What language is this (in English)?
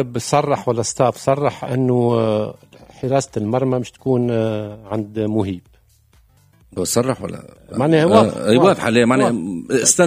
Tunisian Arabic